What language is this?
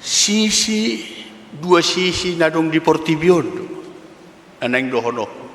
Batak Toba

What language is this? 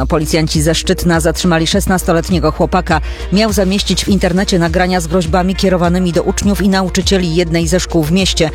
Polish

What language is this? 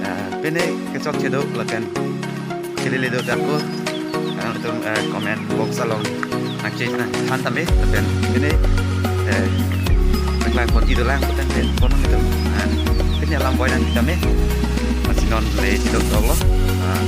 Karbi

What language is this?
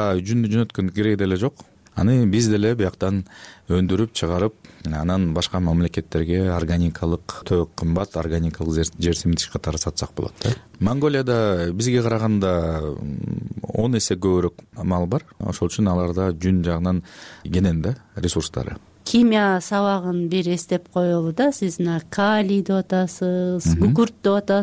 Kyrgyz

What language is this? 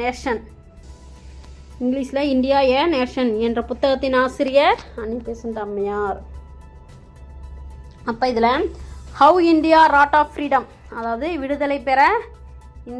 Tamil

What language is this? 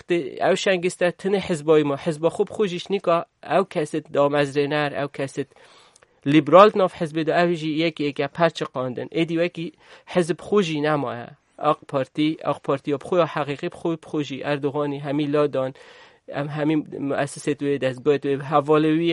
Kurdish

